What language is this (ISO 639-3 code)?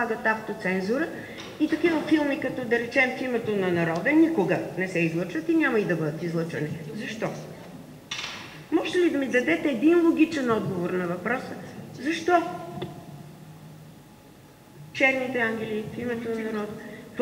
bul